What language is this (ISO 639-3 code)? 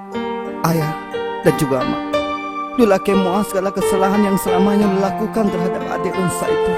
ace